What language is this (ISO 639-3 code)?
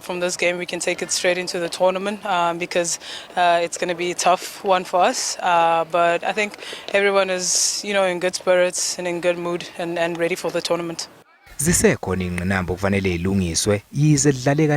zul